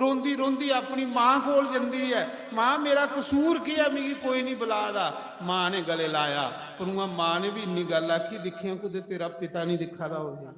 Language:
Dogri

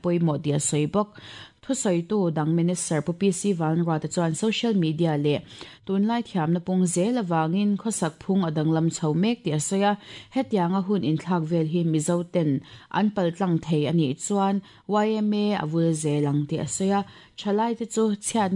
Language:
Mizo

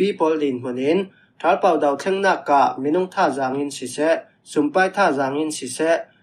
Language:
Falam Chin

